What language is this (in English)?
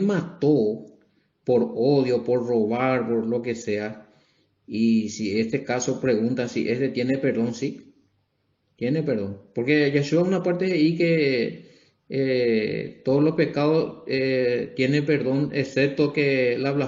Guarani